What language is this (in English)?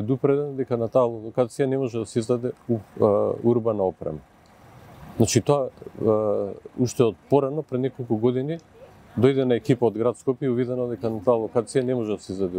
Macedonian